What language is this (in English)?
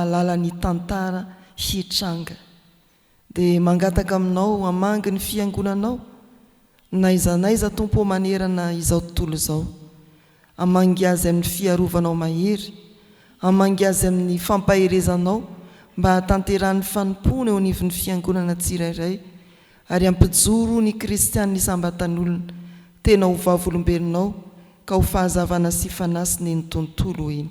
Malagasy